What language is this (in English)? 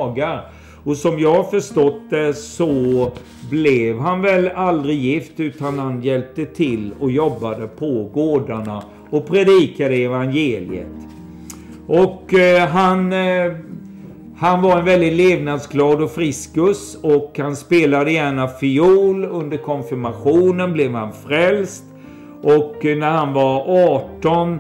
Swedish